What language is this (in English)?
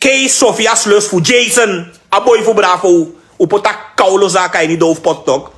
Sranan Tongo